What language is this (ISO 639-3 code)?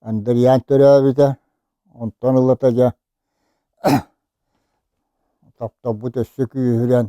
sah